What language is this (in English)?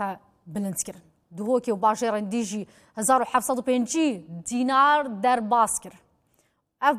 Kurdish